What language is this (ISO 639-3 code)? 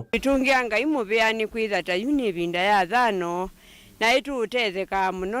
kam